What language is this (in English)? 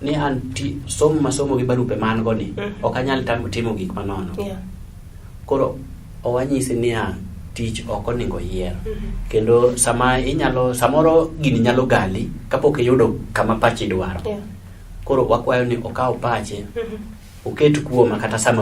Luo (Kenya and Tanzania)